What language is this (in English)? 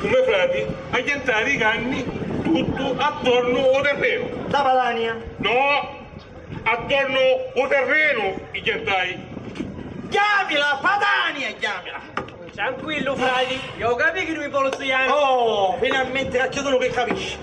Sicilian